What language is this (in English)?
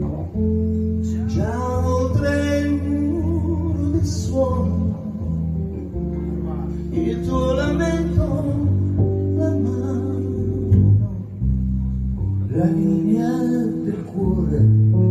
Italian